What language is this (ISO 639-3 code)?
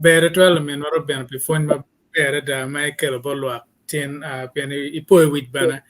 ach